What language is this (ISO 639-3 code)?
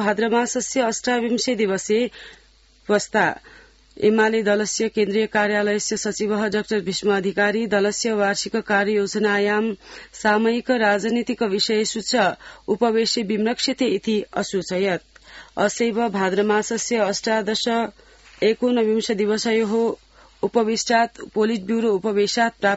san